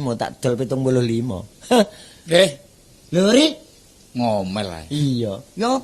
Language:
Javanese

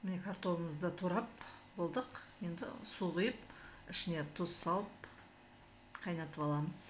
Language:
Kazakh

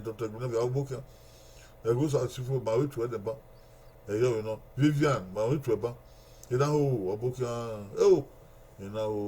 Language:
Bini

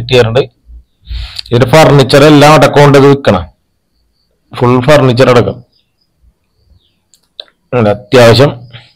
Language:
Malayalam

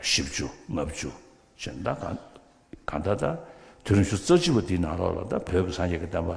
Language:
Tibetan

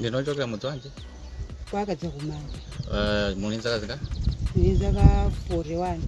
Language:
Nyanja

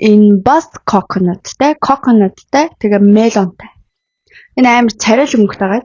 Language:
Mongolian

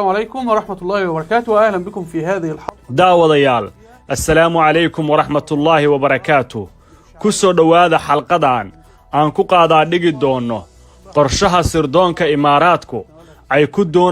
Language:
Somali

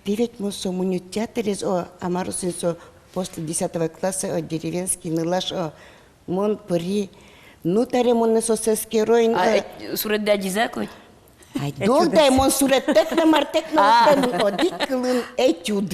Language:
Udmurt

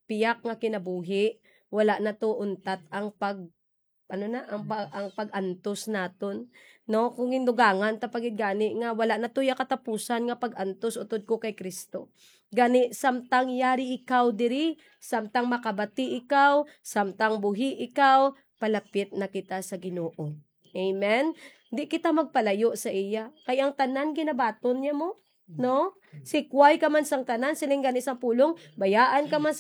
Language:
Hiligaynon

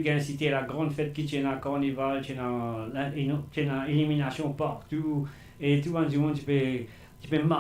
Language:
Morisyen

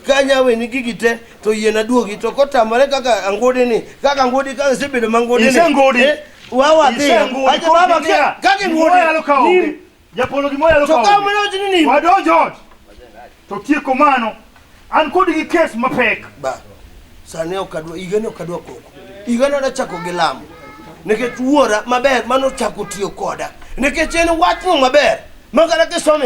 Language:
Luo (Kenya and Tanzania)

